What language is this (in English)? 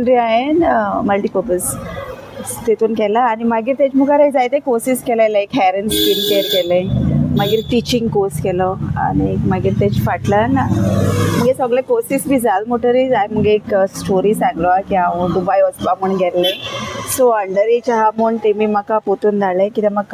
Konkani